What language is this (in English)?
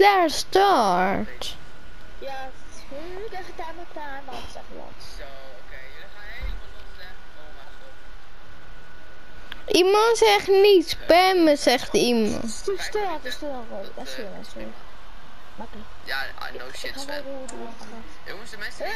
Dutch